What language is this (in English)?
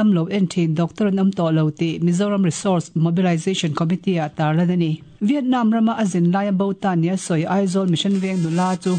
Mizo